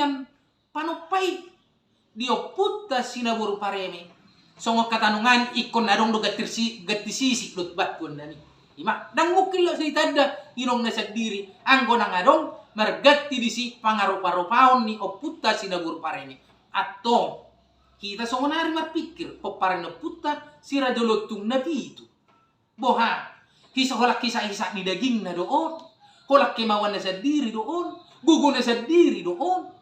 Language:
Batak Toba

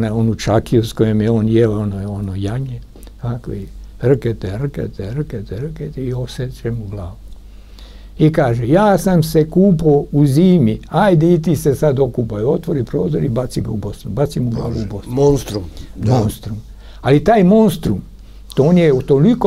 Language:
Serbian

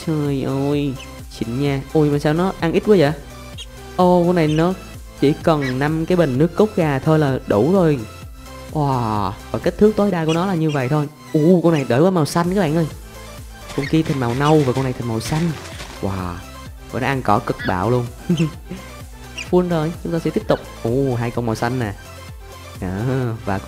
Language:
Vietnamese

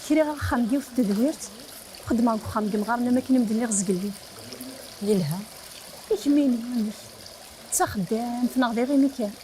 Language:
Kabyle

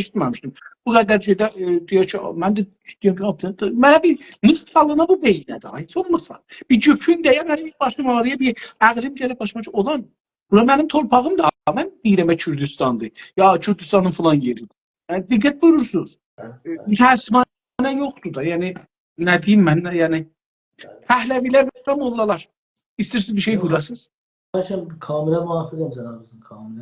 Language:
South Azerbaijani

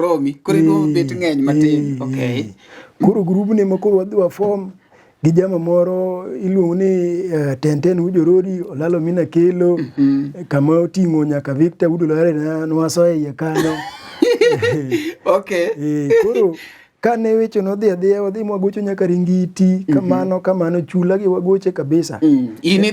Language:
Luo (Kenya and Tanzania)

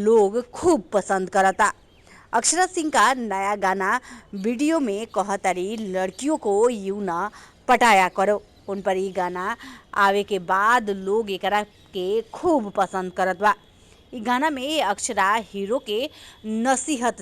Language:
Bhojpuri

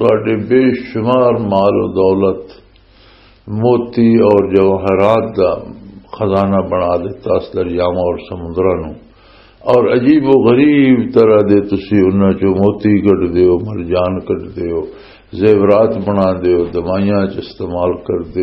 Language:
Western Panjabi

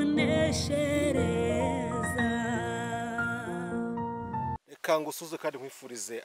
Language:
Kinyarwanda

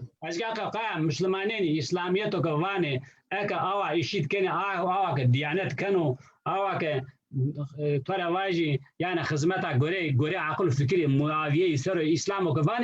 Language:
Zaza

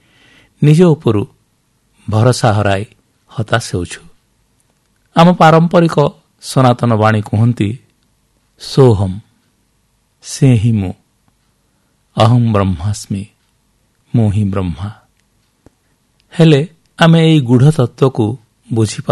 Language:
Odia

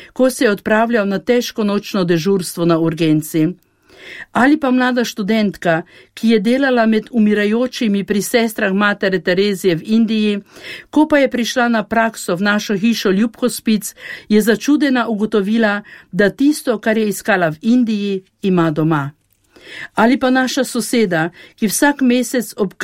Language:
Slovenian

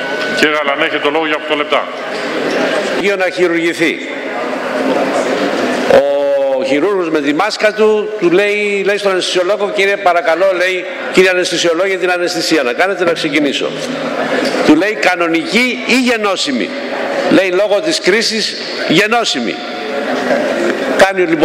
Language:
Greek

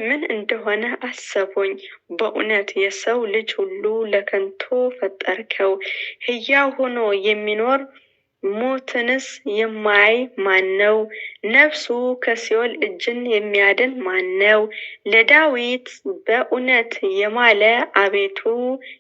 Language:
Amharic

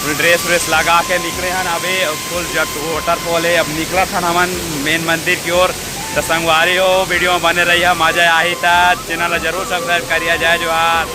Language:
Chhattisgarhi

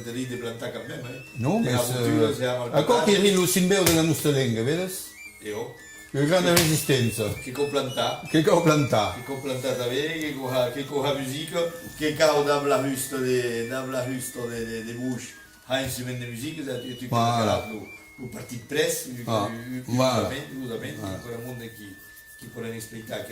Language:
Occitan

